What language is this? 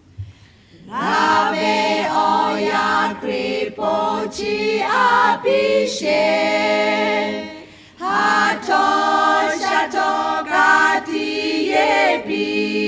Lahu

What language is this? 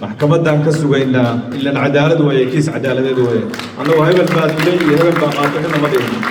Somali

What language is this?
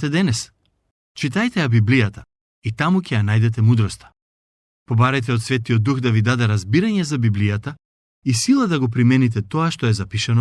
Macedonian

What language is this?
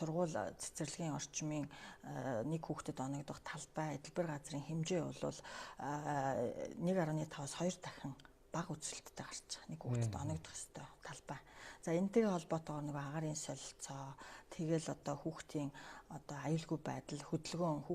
Mongolian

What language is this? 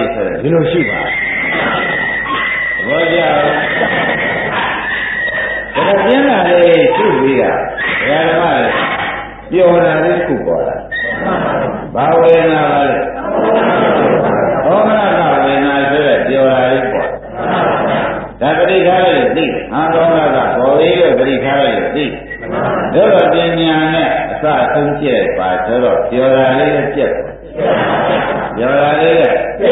Burmese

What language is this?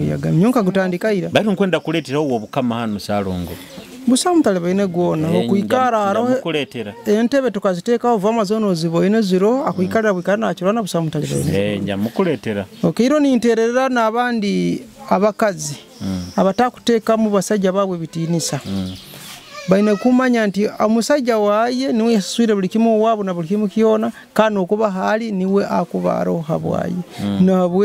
Nyoro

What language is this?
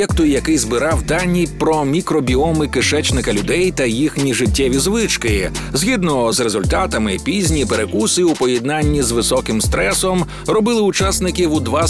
Ukrainian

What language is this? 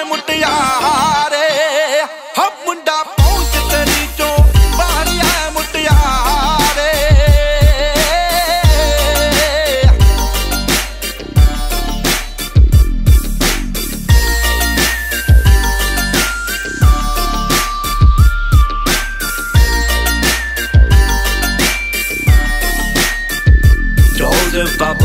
Punjabi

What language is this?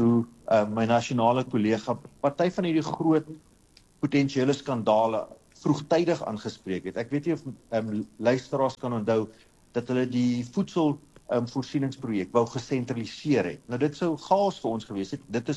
Afrikaans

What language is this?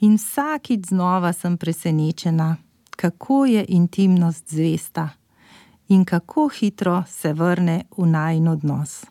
Slovenian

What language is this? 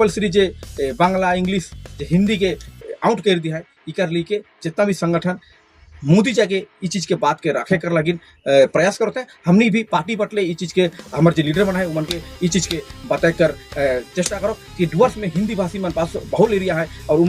Sadri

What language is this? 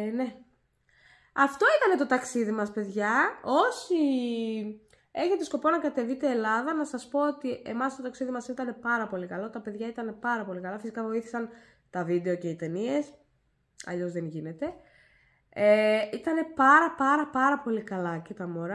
Greek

